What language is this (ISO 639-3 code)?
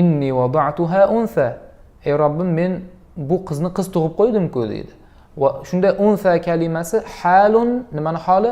uzb